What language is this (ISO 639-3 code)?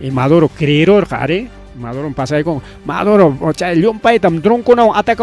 quy